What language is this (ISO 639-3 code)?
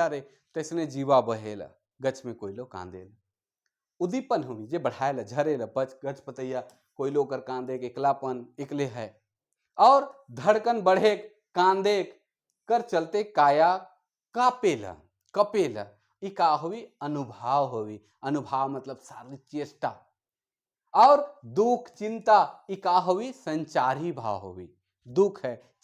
sck